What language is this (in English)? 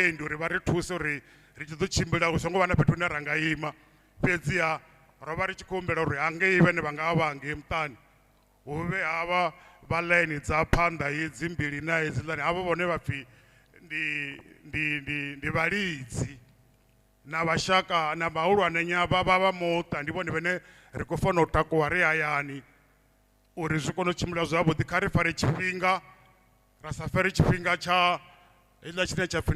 Venda